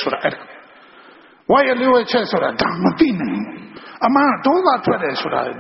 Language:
Burmese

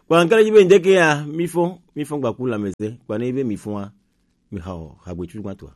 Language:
Gen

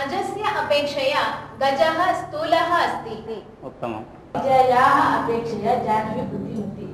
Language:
Sanskrit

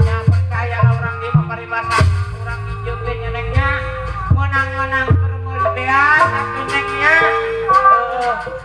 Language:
Sundanese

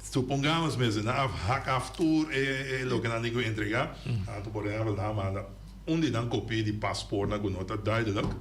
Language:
Papiamento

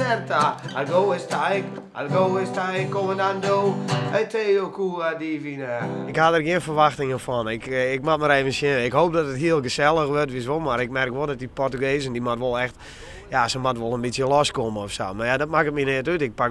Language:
Western Frisian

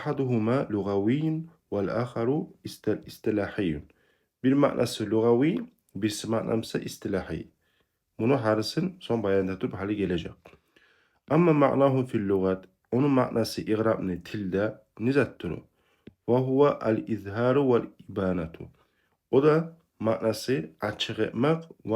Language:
Kumyk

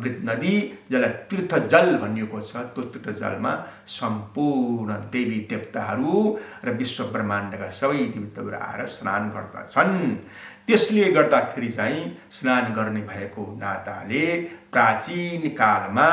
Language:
Nepali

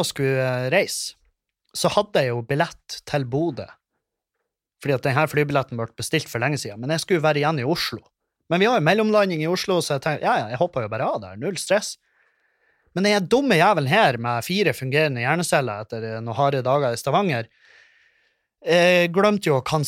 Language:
Norwegian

